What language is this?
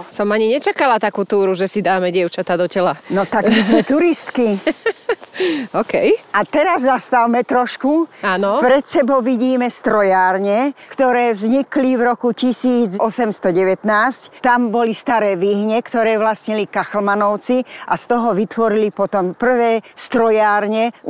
Slovak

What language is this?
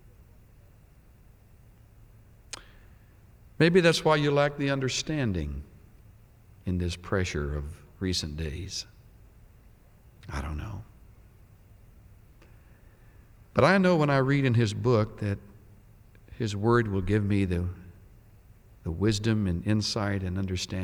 English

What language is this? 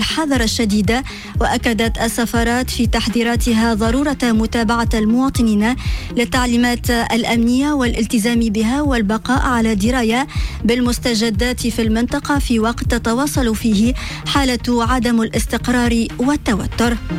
Arabic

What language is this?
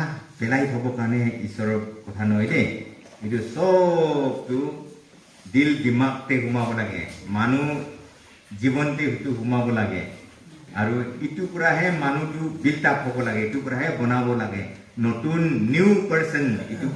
Naga Pidgin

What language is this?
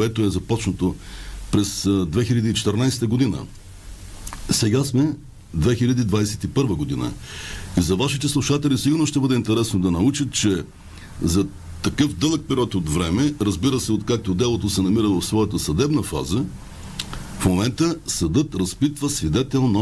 Bulgarian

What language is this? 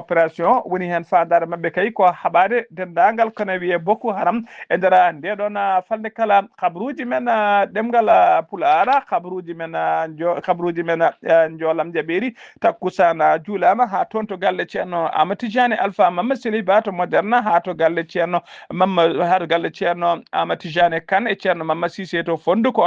Fula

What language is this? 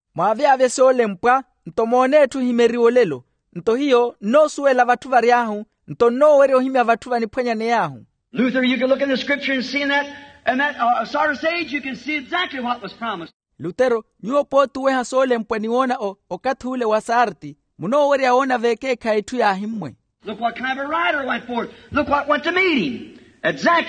Makhuwa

